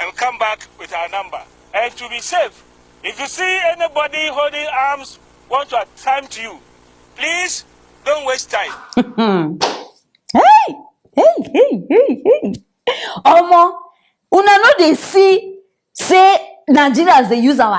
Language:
Nigerian Pidgin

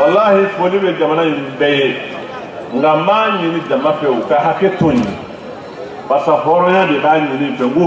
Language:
Bambara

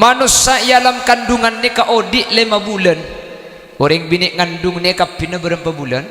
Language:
Madurese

